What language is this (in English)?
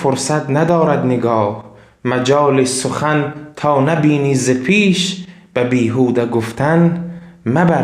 Tajik